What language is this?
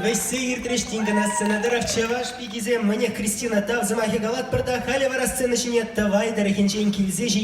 Chuvash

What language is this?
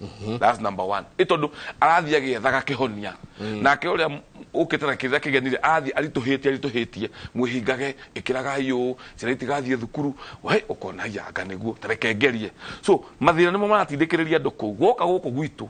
Kikuyu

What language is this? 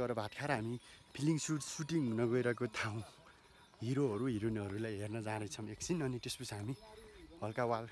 Nepali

